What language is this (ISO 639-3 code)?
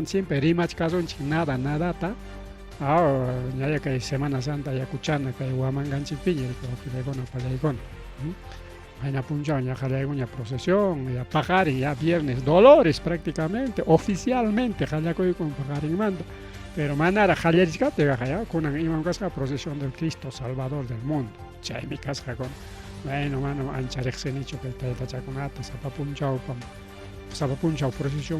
quy